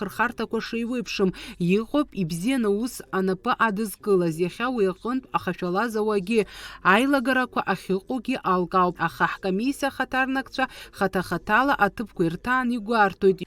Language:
Abkhazian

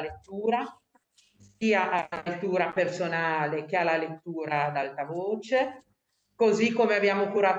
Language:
Italian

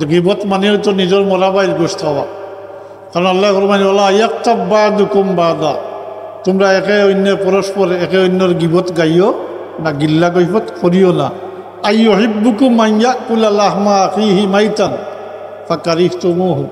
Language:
Sylheti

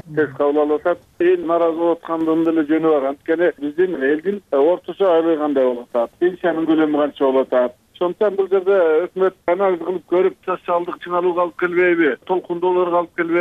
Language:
Kyrgyz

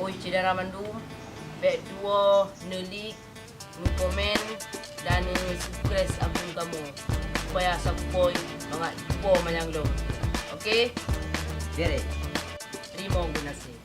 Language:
Achinese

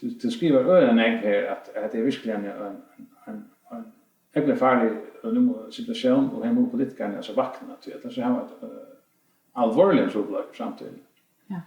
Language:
Faroese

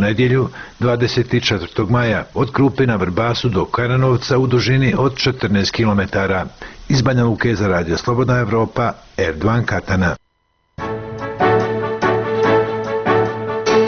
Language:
Bosnian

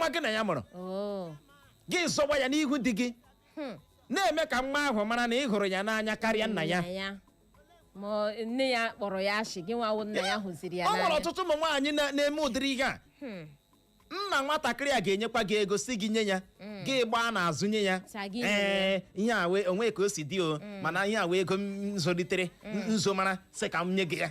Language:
Igbo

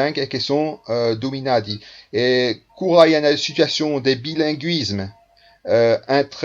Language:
Occitan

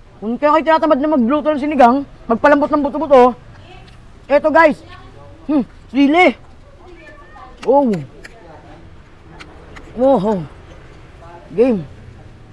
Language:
Filipino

